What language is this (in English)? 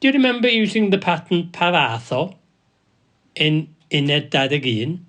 Welsh